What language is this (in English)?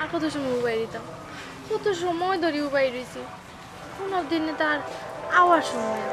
Sylheti